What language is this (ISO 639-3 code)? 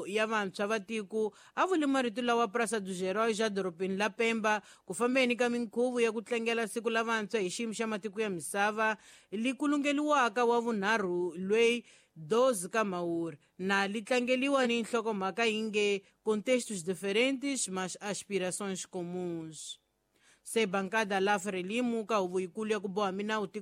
tso